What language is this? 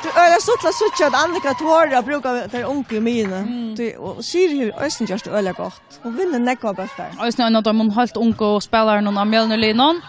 Faroese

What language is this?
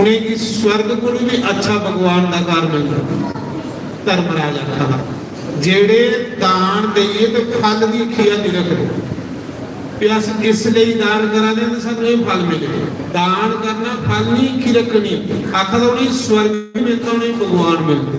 Dogri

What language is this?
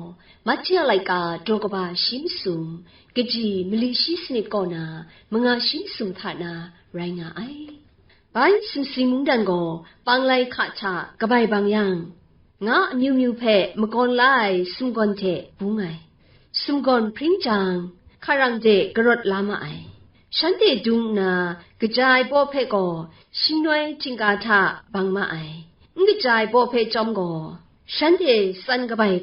Kachin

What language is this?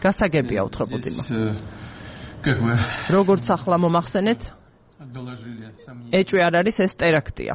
Georgian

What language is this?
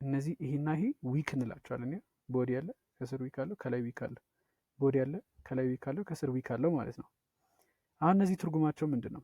Amharic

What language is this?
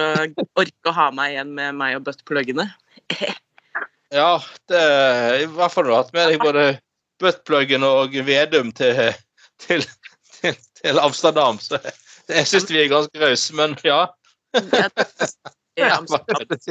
Norwegian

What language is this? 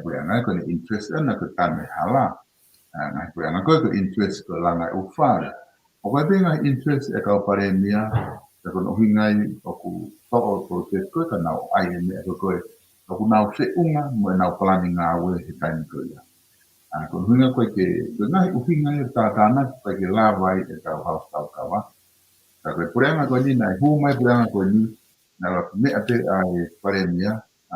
Tongan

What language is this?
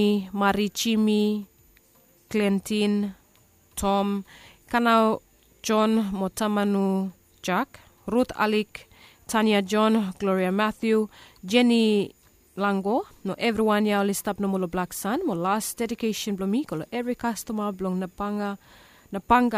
Bislama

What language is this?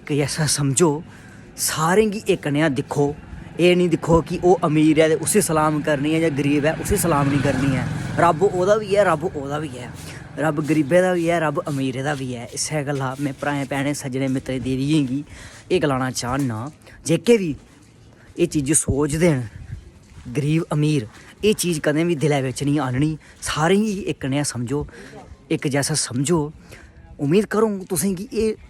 Dogri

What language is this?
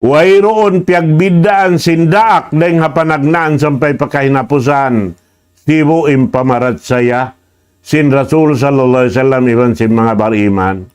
Tausug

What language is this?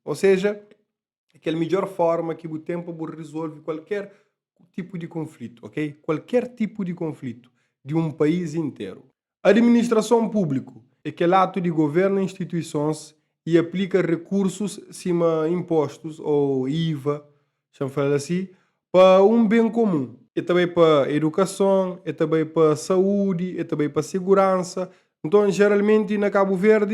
Kabuverdianu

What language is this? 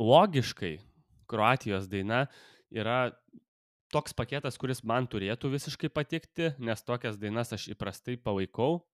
Lithuanian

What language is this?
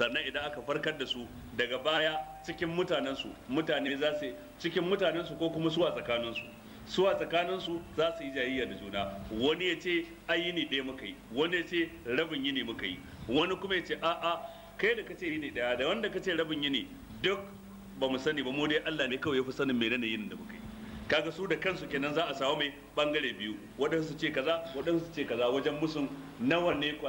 Hausa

